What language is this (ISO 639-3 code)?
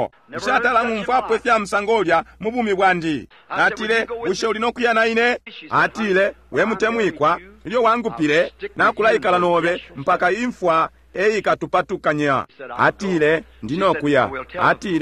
bem